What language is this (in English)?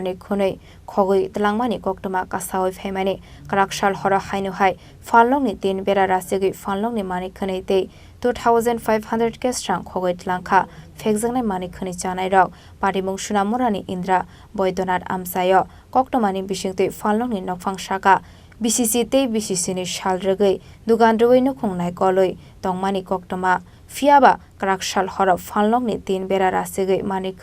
Kok Borok